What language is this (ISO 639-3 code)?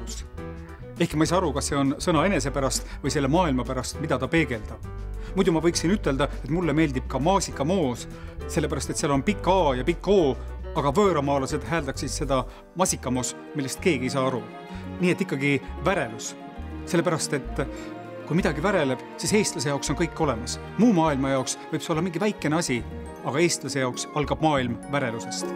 est